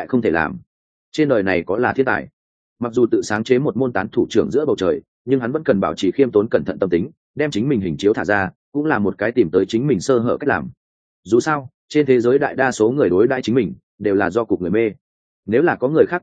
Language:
Vietnamese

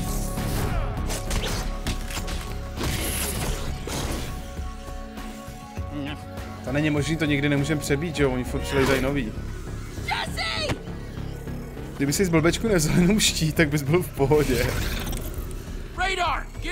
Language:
Czech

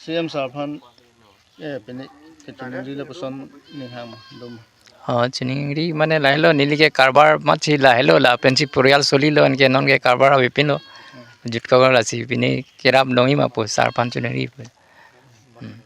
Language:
Karbi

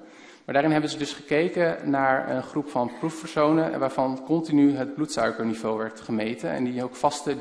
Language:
Dutch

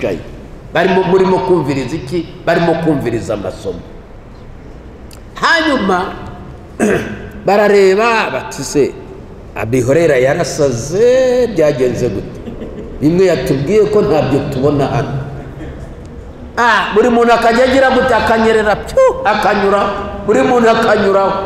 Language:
Kinyarwanda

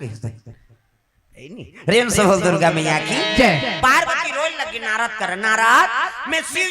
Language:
Chhattisgarhi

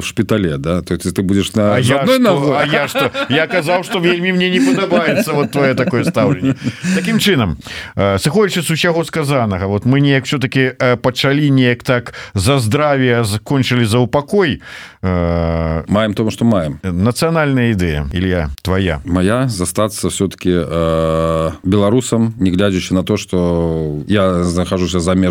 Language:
Belarusian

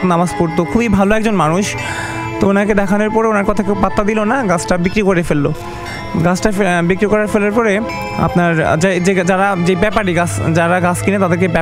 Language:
Bangla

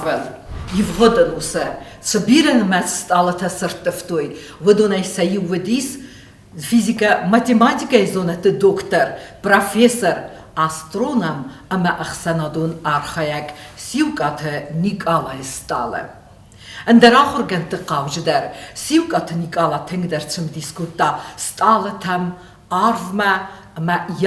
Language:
Ossetic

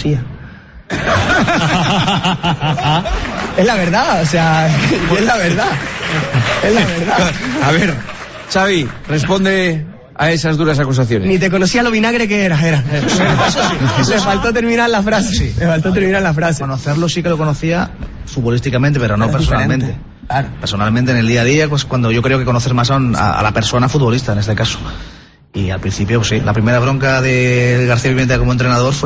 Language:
Spanish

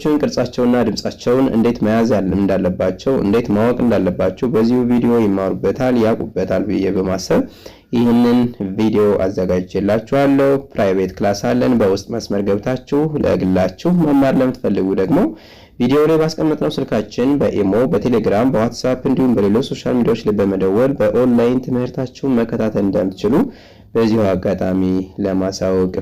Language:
Amharic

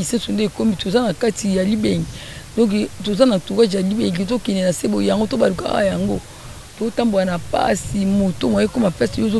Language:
Lingala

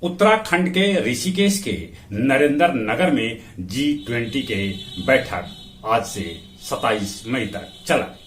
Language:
Magahi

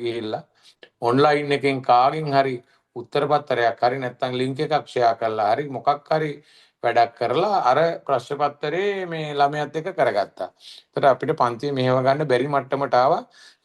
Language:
Sinhala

